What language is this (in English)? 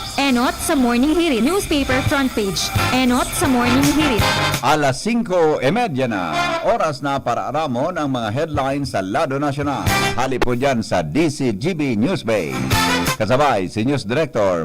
Bikol